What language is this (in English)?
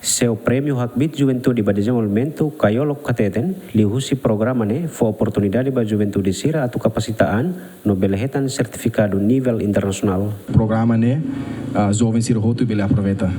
Tetum